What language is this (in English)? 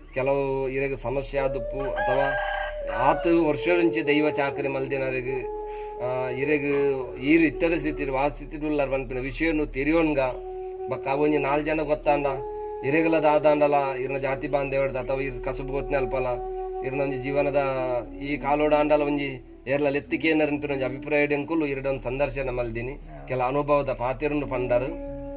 Tulu